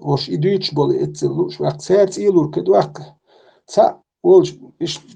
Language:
Chechen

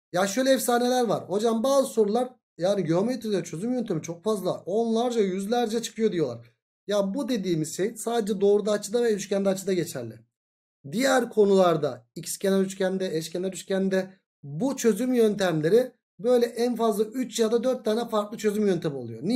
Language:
Turkish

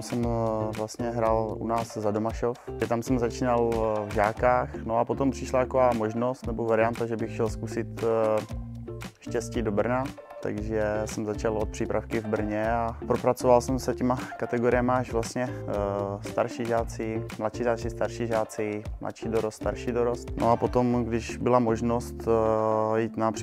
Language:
Czech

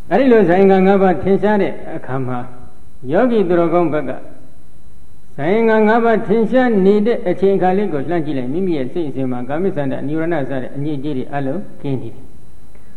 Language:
Burmese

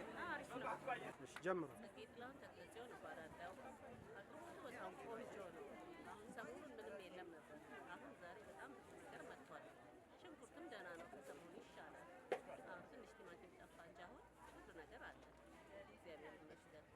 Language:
Amharic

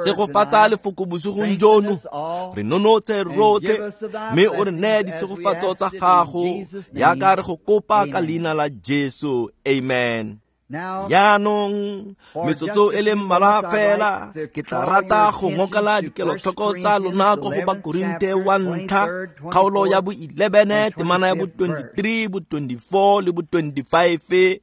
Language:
Tswana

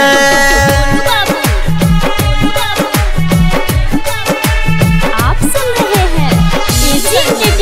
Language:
Bhojpuri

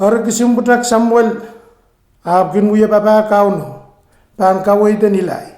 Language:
Pohnpeian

